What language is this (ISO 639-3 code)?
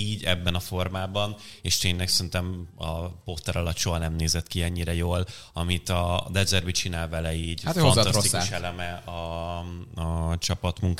hun